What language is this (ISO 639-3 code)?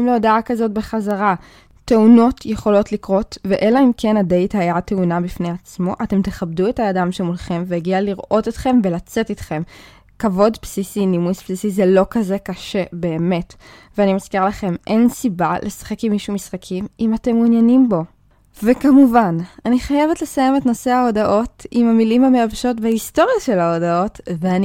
heb